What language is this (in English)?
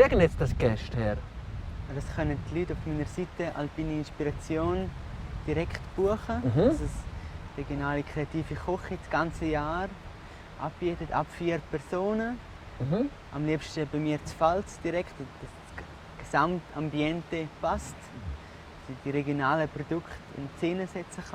Swiss German